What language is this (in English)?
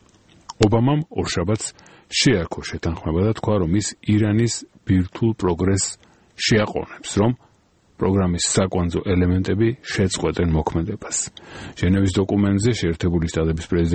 Georgian